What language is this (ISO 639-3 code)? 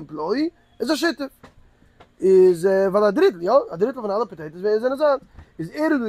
yid